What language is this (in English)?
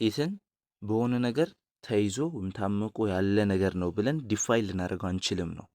Amharic